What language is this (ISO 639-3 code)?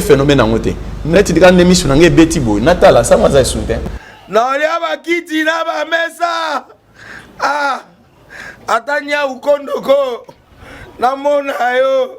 lin